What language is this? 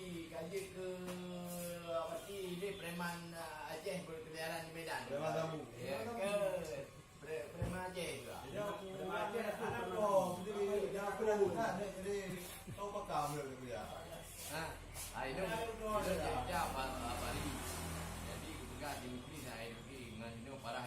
Achinese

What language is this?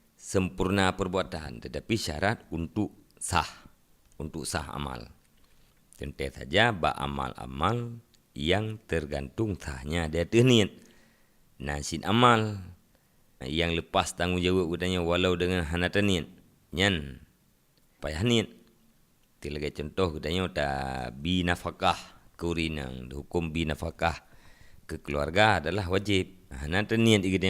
Achinese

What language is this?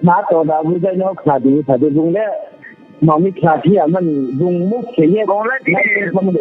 Riang (India)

